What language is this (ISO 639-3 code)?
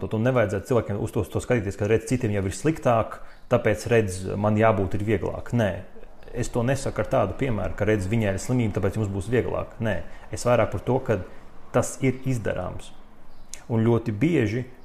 lav